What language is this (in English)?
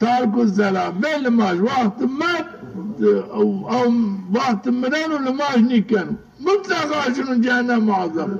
Zaza